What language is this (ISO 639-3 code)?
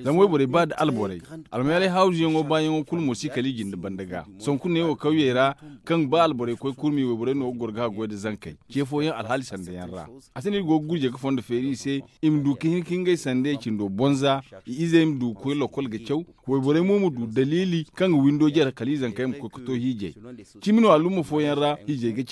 dje